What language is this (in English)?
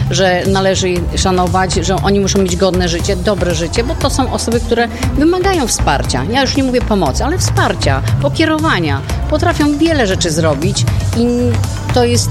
Polish